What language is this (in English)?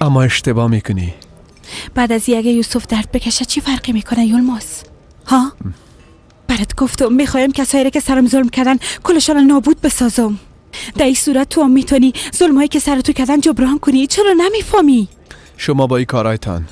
Persian